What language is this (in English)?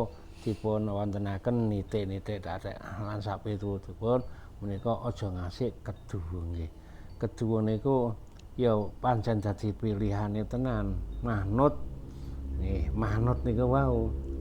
Javanese